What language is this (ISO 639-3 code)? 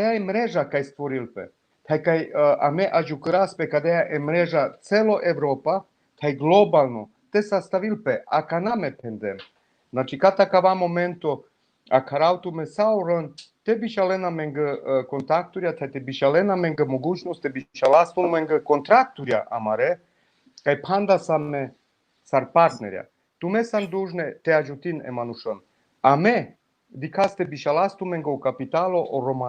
rmn